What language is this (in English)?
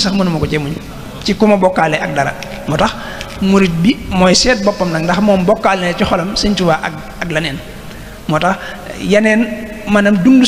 Wolof